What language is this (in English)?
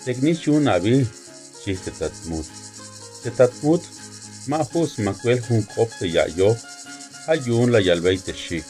Tzeltal